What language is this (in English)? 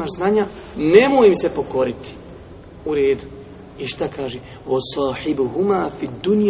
Bosnian